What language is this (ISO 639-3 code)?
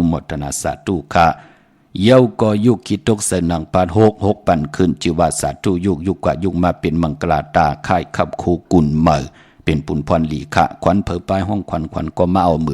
shn